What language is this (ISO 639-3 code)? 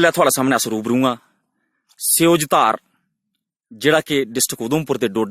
doi